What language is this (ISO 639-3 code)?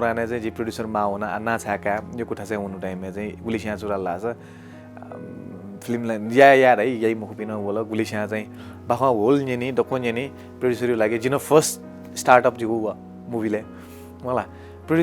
new